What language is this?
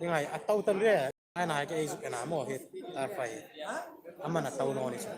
Hmar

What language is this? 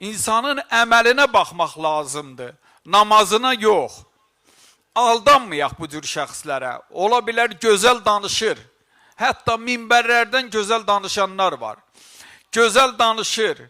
Azerbaijani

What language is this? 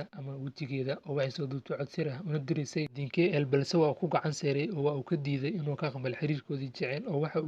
Somali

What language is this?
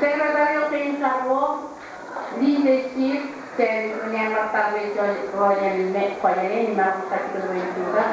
Marshallese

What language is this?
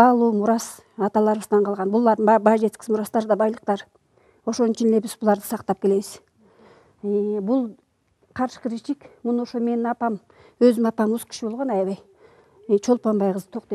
Kyrgyz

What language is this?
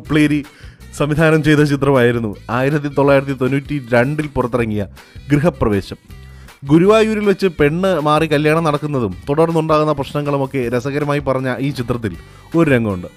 Malayalam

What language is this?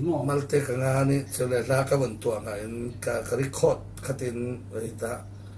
Falam Chin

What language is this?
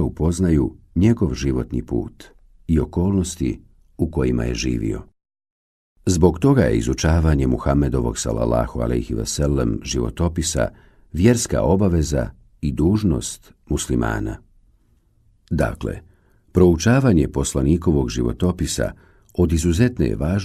Bosnian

